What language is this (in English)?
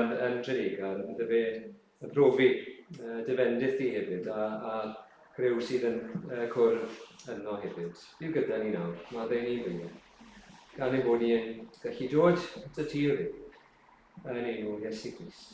Welsh